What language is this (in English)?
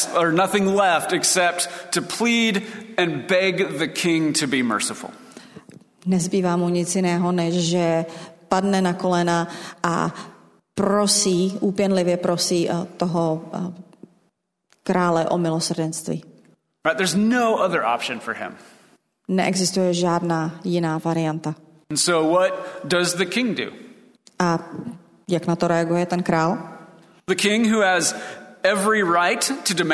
Czech